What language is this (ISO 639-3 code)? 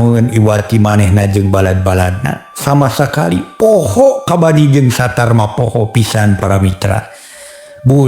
sun